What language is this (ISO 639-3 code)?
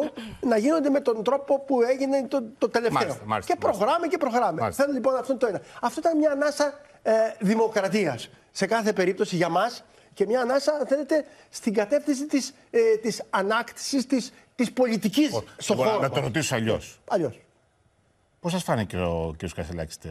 ell